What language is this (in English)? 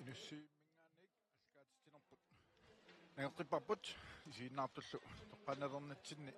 Kalaallisut